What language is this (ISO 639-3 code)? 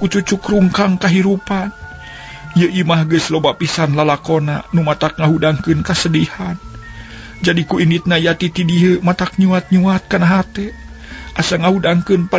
sun